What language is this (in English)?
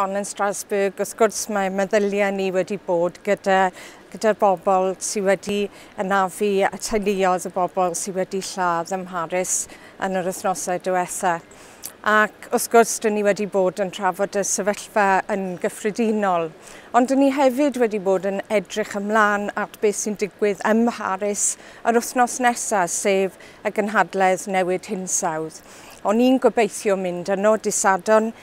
Welsh